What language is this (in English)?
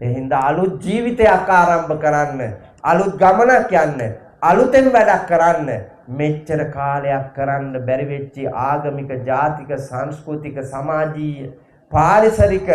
Sinhala